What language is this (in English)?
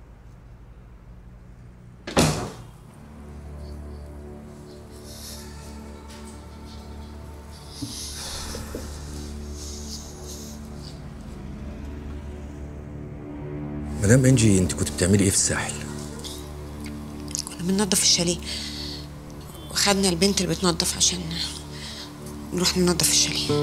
Egyptian Arabic